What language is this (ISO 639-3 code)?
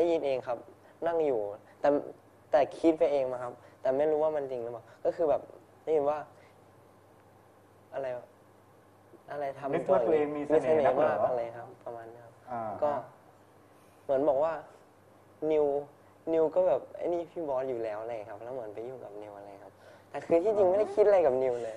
tha